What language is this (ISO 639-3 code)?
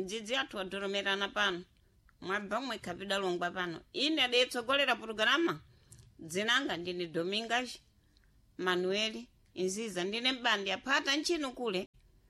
seh